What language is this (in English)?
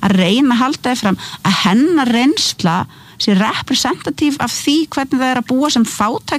Icelandic